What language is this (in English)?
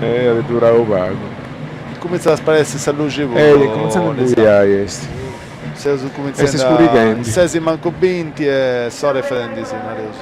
Sardinian